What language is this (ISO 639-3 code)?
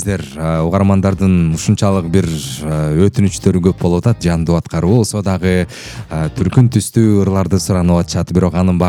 kir